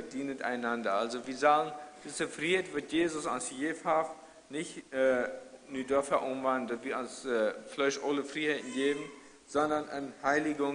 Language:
Plautdietsch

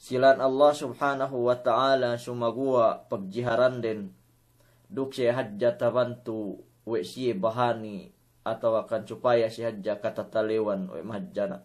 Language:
Yakan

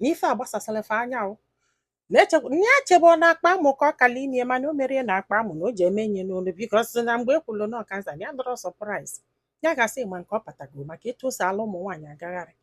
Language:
Igbo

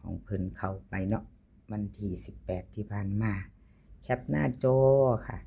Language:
Northeastern Thai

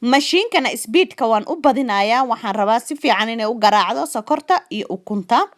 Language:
Somali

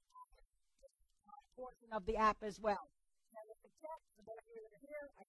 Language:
English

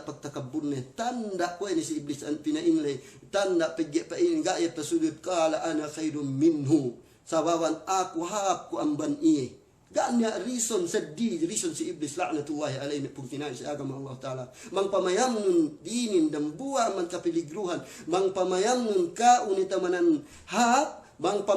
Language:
Yakan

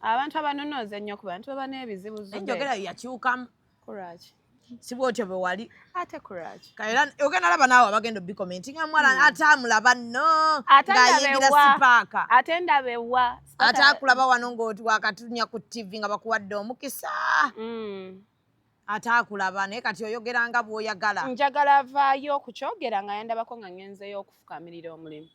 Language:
Ganda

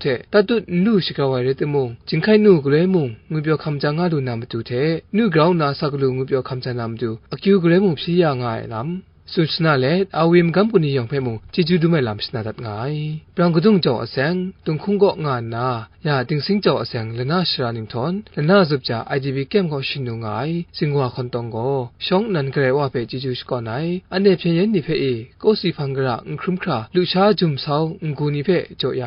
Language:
Kachin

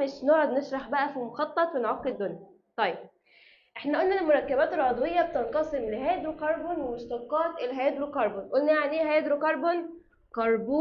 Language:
Egyptian Arabic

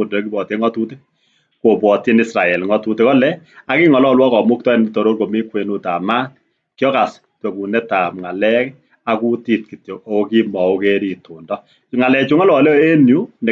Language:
Kalenjin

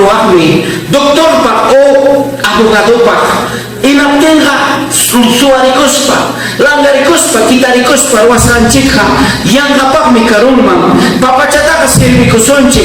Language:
Ayacucho Quechua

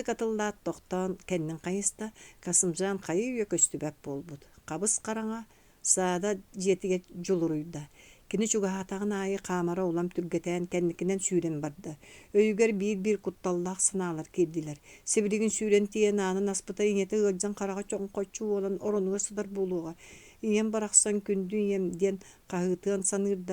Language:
Yakut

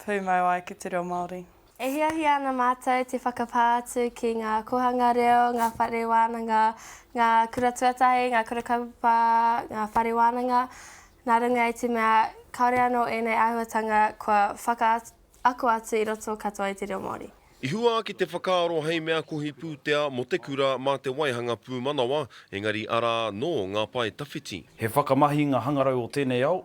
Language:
Māori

